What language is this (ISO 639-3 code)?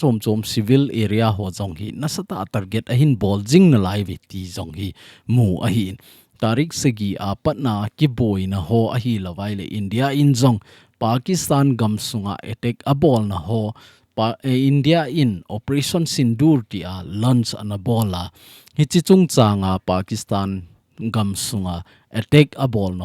tcz